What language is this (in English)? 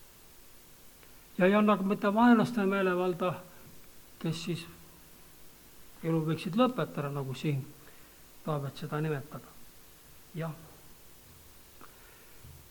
Estonian